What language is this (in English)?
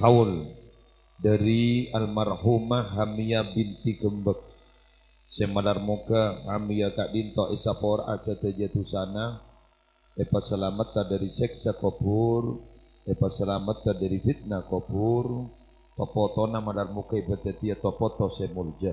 Madurese